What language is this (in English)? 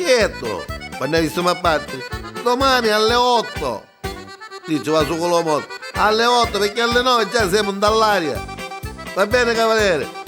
Neapolitan